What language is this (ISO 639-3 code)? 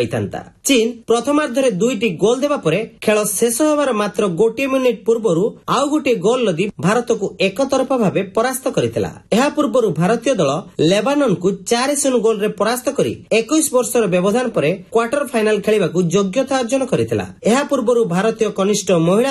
ori